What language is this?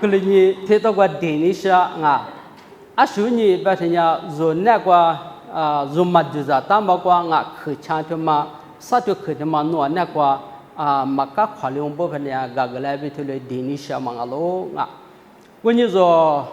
Lisu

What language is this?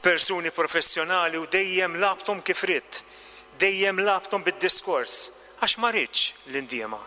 Maltese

